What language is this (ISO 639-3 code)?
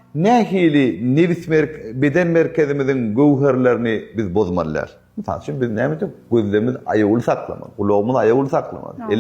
tuk